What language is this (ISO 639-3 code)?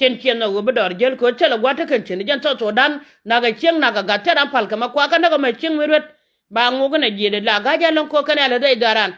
nus